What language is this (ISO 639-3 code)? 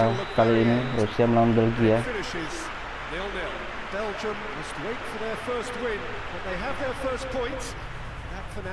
ind